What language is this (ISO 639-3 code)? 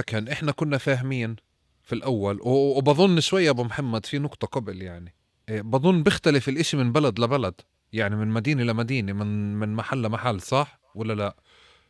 apc